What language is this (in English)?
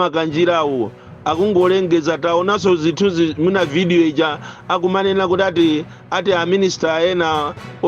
Nyanja